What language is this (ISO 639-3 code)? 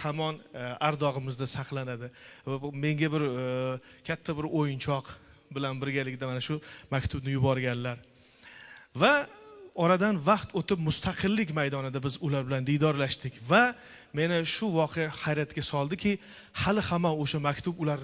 uzb